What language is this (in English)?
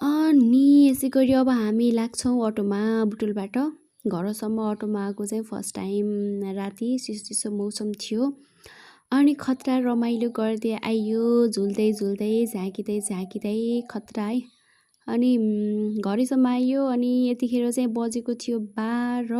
Nepali